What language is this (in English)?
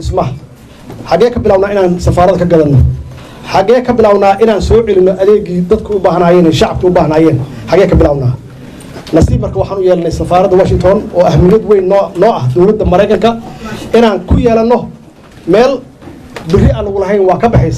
Somali